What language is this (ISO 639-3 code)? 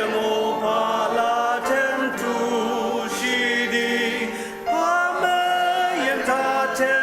njo